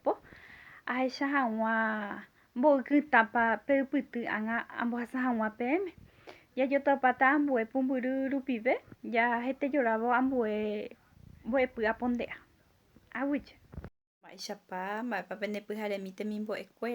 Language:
Guarani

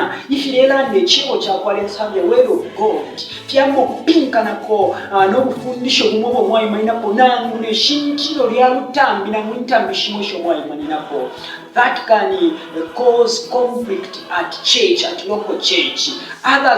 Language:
Bemba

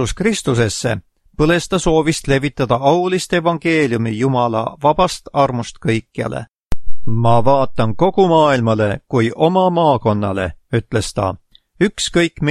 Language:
Estonian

